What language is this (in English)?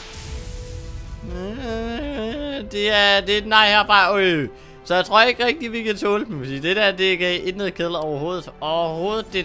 Danish